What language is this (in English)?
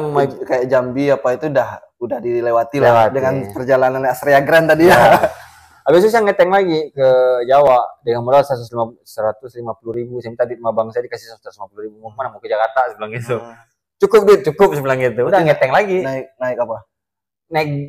Indonesian